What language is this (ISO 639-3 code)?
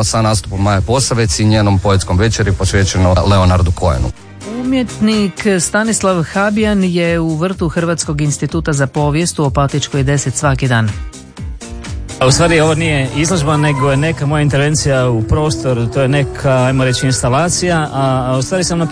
hrv